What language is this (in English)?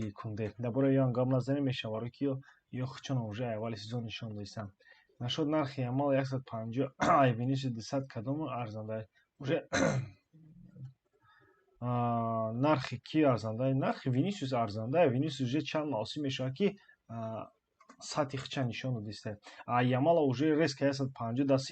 Tajik